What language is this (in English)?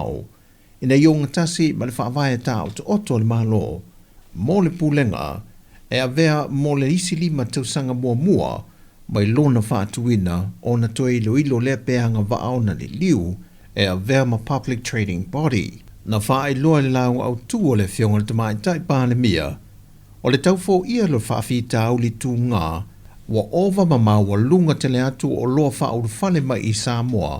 Samoan